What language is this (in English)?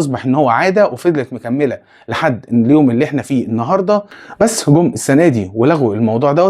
Egyptian Arabic